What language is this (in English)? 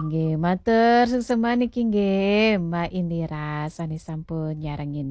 Balinese